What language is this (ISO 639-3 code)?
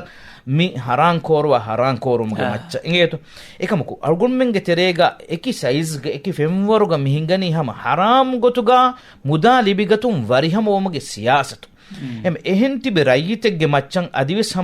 div